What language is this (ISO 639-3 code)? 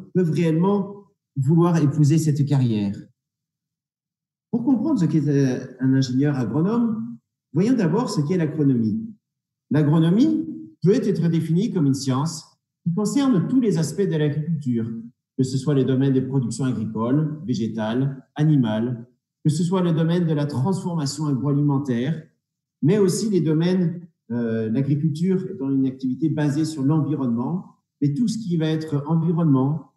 fra